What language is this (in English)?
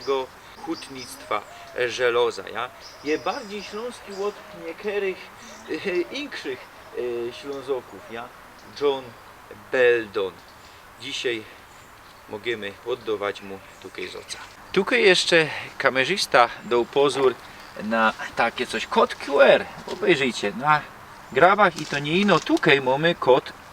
Silesian